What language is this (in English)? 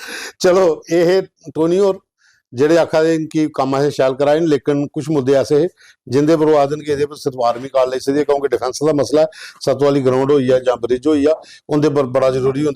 Dogri